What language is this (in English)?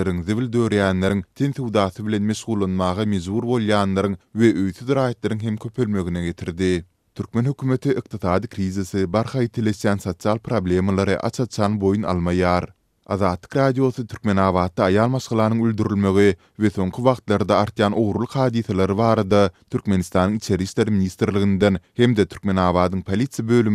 Turkmen